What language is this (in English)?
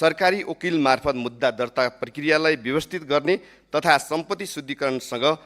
Nepali